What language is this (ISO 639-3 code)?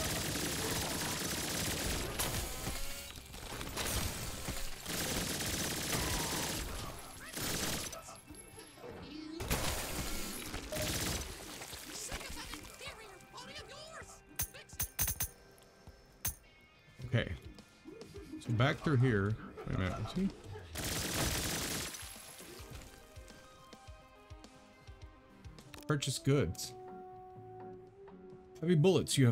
eng